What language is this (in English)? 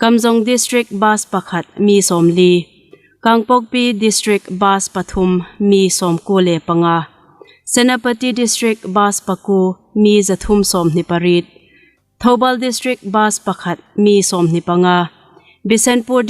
Hmar